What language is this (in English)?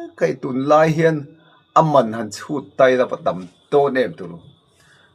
Mizo